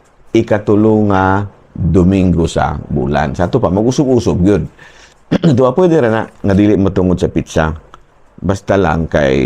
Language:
Cebuano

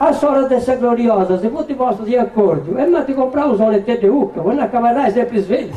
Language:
Sardinian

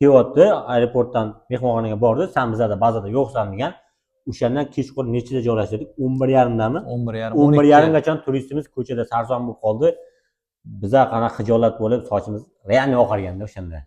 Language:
Uzbek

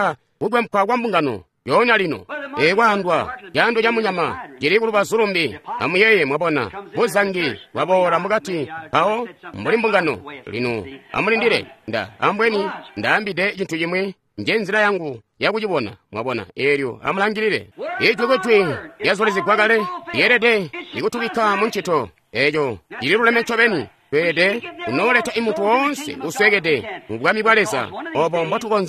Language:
Tonga (Zambia)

